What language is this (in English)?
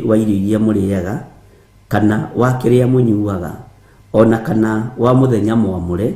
Kikuyu